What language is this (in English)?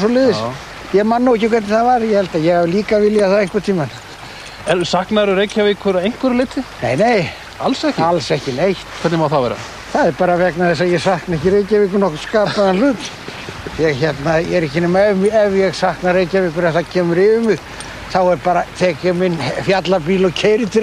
Icelandic